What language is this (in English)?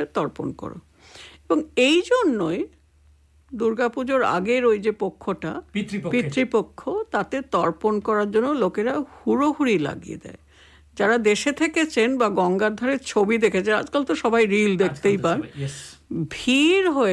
Bangla